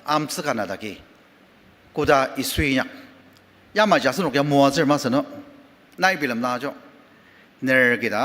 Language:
Ao Naga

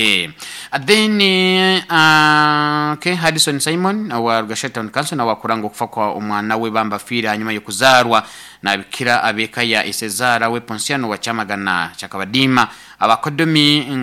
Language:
Nyoro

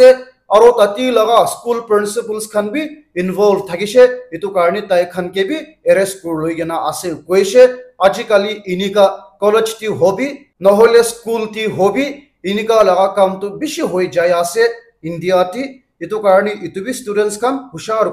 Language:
Naga Pidgin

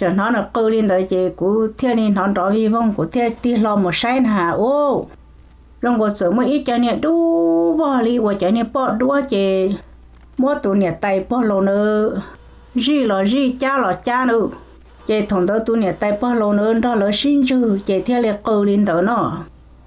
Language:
Hmong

